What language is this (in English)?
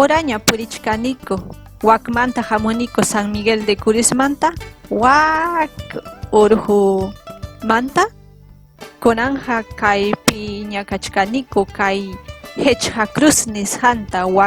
Ayacucho Quechua